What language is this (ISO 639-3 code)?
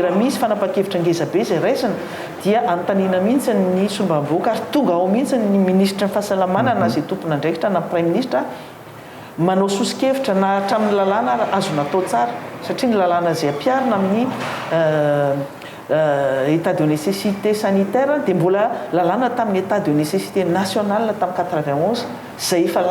mlg